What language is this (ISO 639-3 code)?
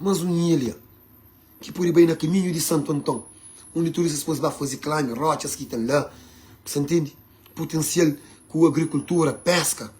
kea